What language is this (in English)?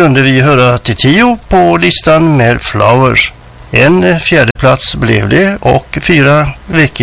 Swedish